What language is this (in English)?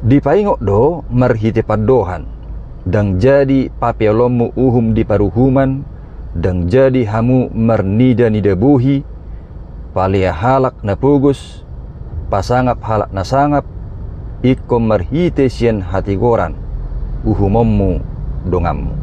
Batak Toba